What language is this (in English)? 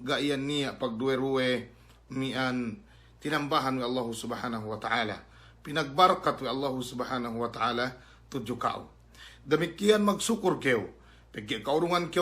Yakan